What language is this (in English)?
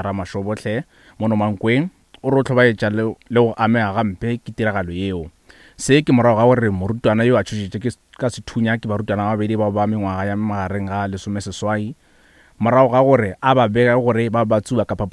Northern Sotho